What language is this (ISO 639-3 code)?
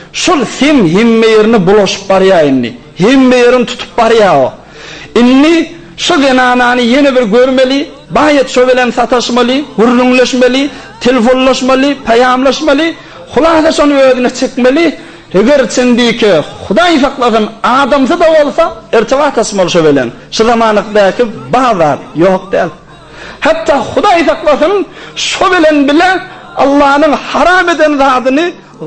tuk